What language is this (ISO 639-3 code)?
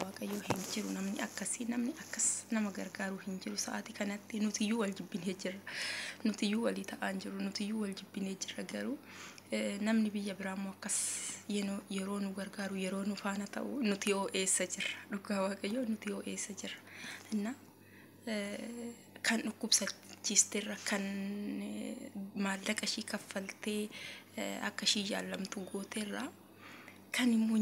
orm